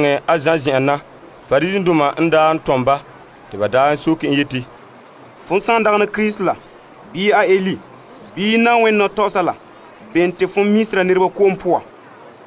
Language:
Frafra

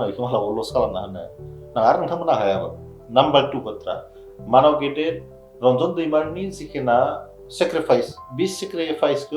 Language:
Bodo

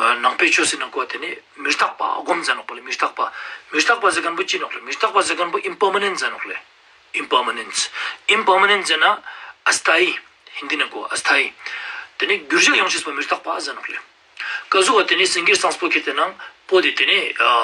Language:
Ladakhi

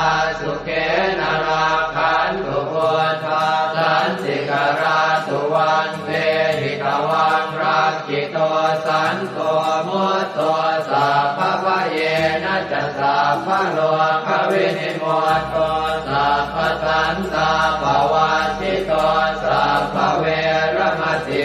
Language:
Pali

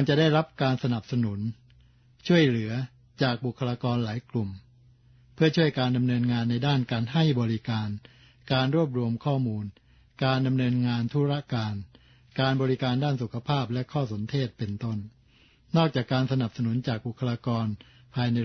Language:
Thai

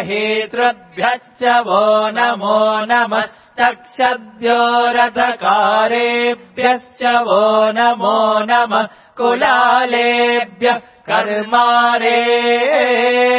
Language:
Sanskrit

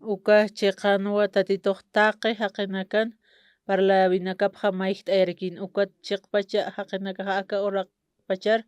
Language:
Aymara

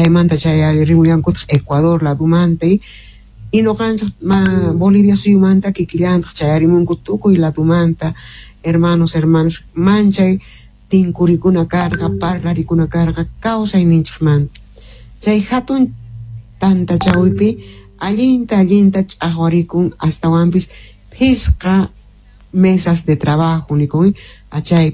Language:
Quechua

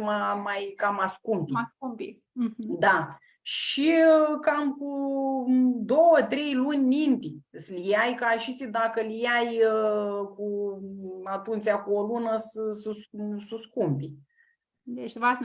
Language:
Aromanian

